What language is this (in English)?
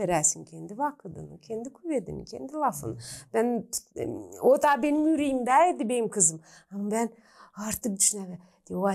Gagauz